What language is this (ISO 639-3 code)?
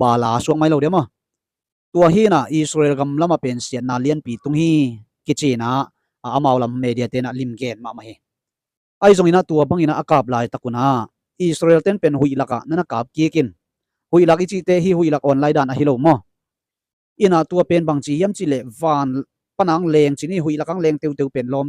ctd